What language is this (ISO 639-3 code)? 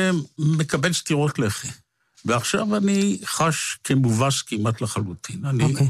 heb